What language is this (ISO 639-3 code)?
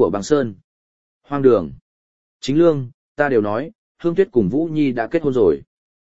vie